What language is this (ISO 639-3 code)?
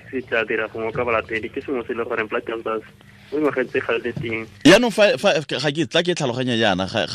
tsn